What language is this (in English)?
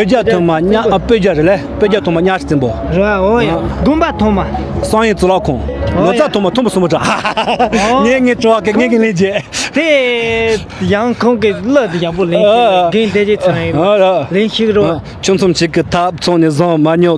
Tibetan